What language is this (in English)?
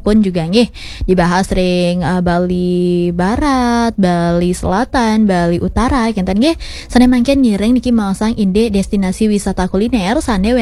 Balinese